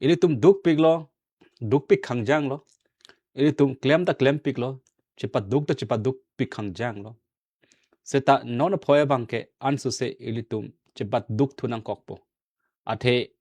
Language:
Karbi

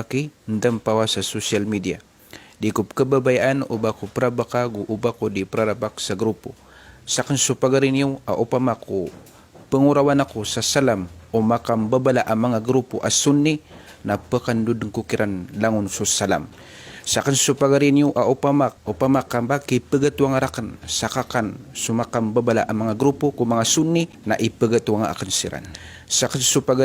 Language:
Maranao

